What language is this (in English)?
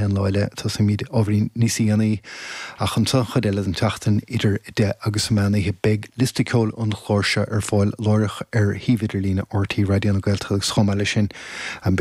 Irish